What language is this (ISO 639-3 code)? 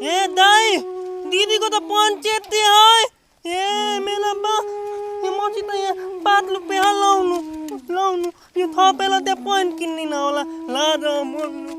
nep